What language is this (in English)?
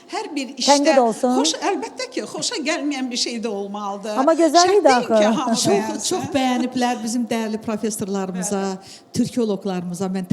Azerbaijani